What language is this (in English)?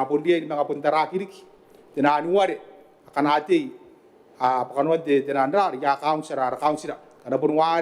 Gilbertese